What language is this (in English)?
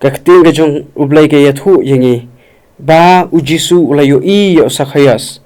Khasi